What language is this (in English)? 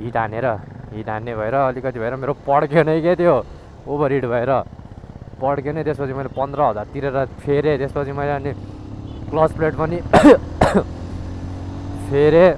Nepali